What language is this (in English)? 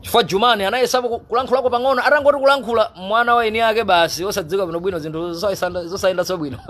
Nyanja